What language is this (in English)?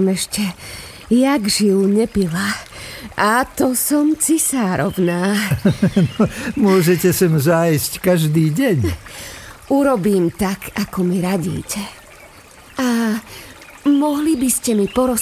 Slovak